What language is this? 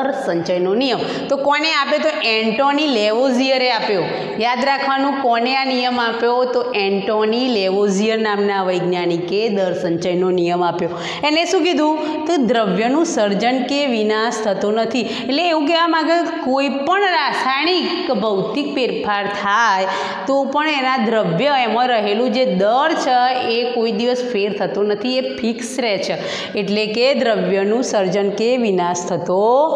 Gujarati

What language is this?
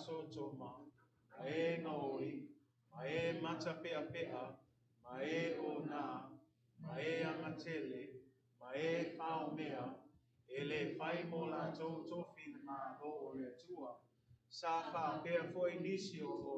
Samoan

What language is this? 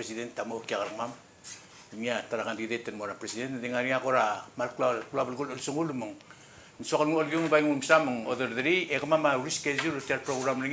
Palauan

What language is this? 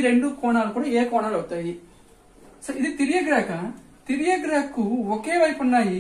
Telugu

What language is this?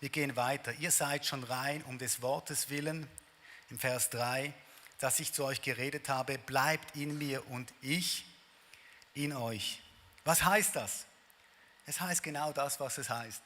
Swiss German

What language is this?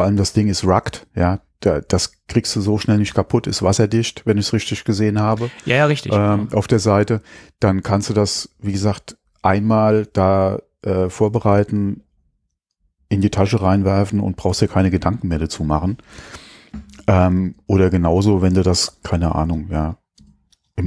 German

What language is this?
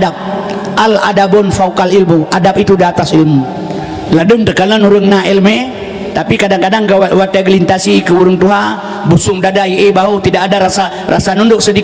Achinese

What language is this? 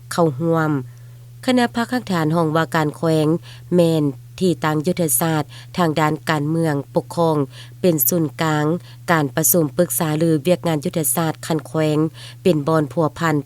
Lao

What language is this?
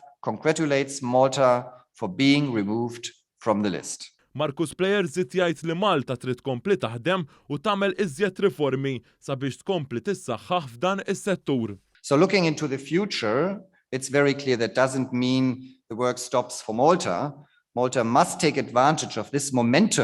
Maltese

